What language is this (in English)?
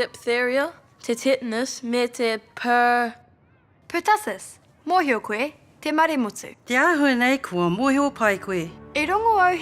Māori